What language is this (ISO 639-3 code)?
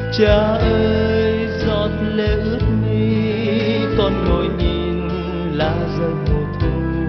vie